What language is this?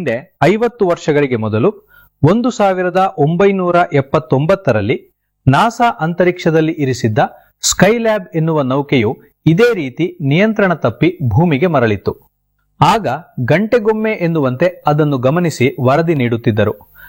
Kannada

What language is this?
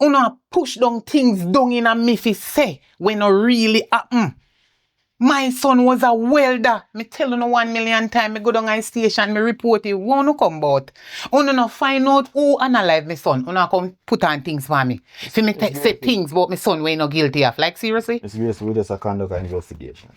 Jamaican Creole English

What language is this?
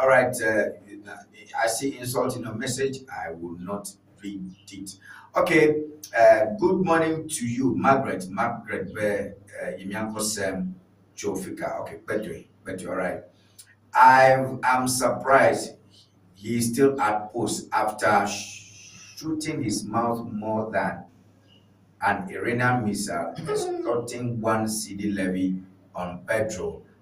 Ewe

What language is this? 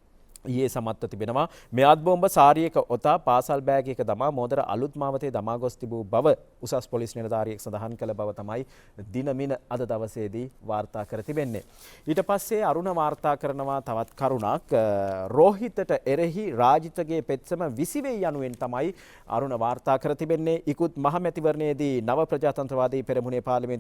Sinhala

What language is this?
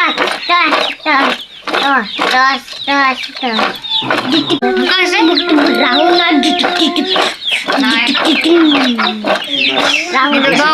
Santali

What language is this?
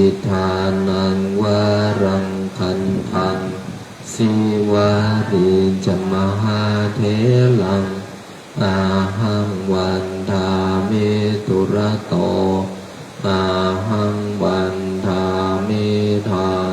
Pali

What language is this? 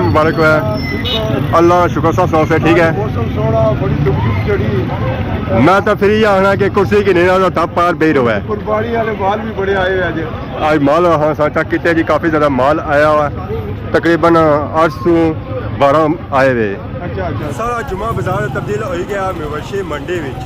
Pahari-Potwari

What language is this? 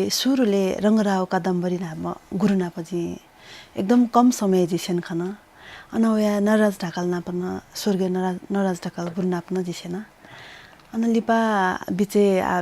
Newari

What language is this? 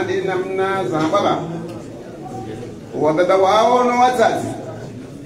Swahili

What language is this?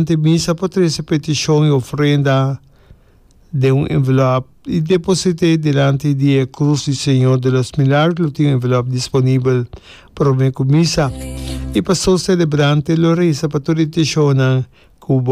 Papiamento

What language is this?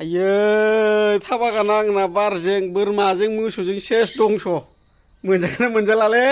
Bodo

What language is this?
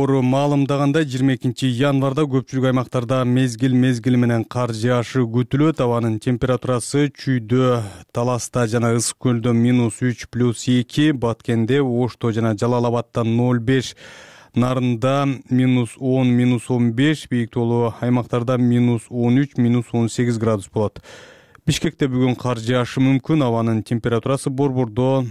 Kyrgyz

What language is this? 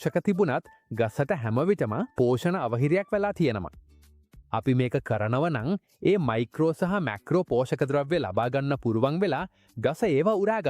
Sinhala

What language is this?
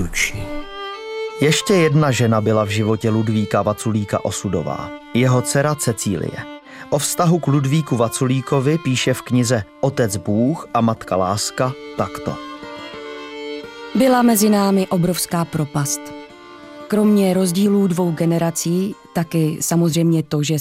Czech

